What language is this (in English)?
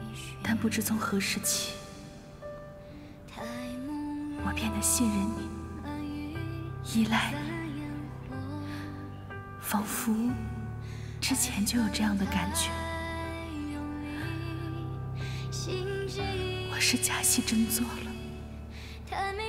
Chinese